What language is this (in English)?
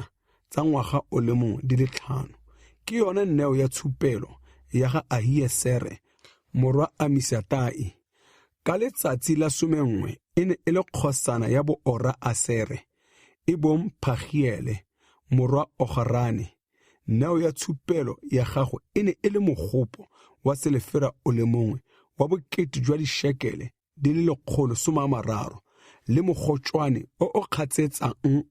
Tswana